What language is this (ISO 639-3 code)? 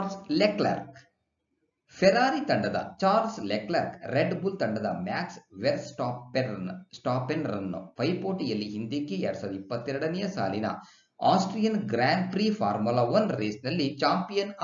kan